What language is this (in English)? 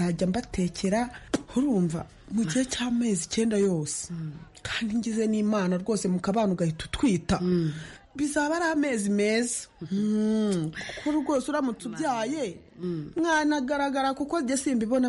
Kinyarwanda